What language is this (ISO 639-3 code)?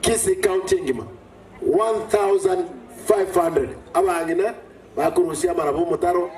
guz